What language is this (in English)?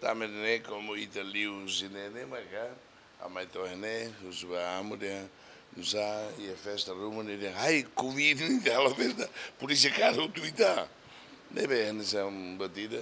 Tetum